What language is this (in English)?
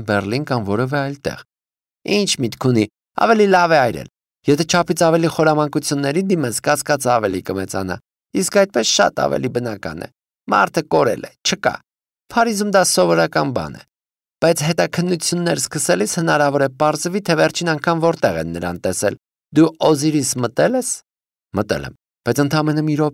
Armenian